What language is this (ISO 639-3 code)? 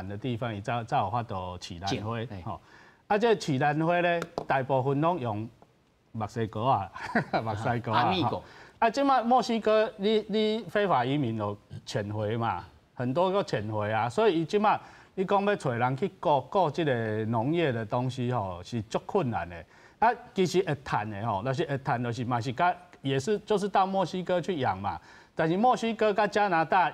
nan